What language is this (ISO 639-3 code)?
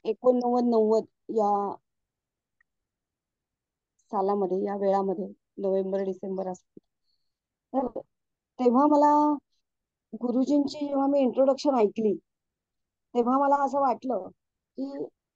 mar